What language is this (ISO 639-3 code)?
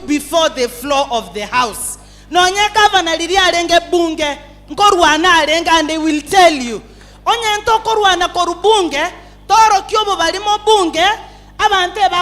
guz